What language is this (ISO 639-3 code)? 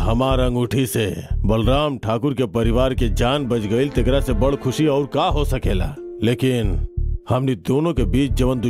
bho